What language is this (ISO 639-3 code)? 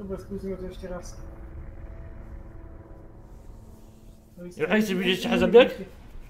slk